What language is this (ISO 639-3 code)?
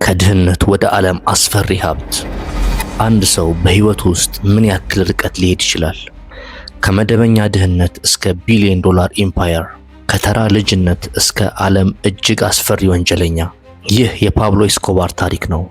amh